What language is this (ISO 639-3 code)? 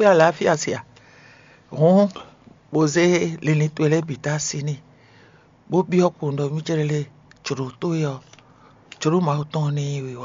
fon